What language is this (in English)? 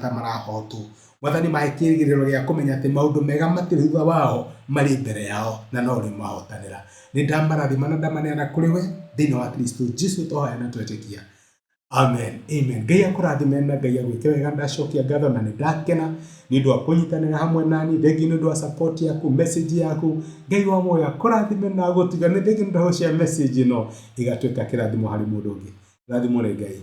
Kikuyu